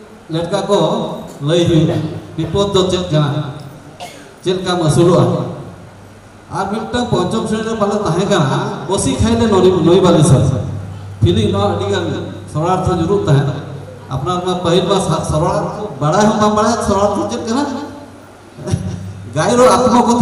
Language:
Santali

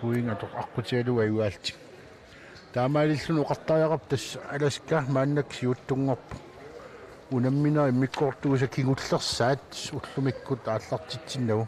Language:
Kalaallisut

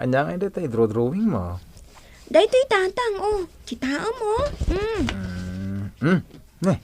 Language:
Iloko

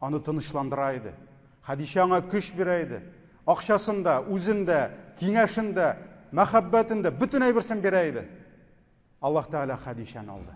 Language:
Tatar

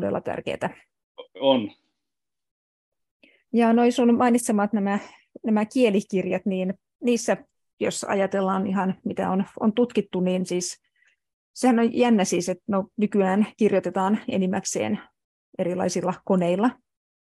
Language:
Finnish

